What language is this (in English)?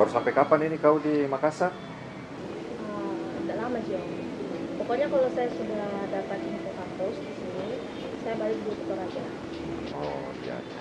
Makassar Malay